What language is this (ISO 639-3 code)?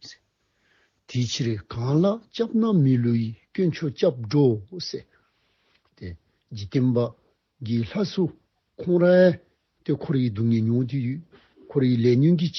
dzo